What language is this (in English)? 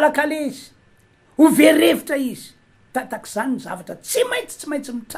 Malagasy